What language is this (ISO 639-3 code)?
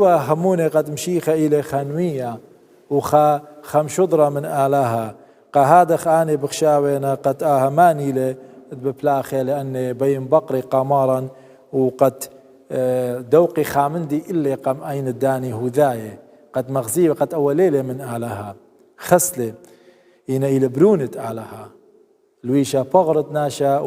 aii